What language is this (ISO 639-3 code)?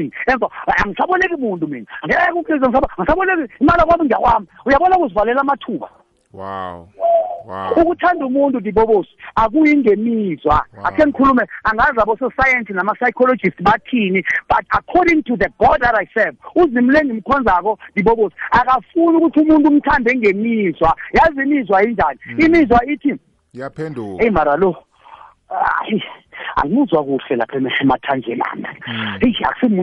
nbl